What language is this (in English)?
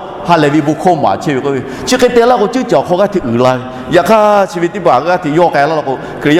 Lahu